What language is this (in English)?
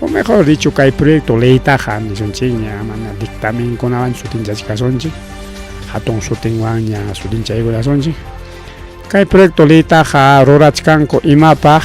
Ayacucho Quechua